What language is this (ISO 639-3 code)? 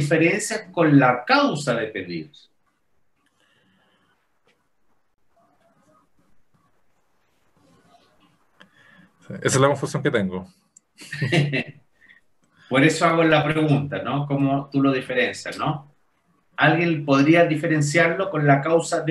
spa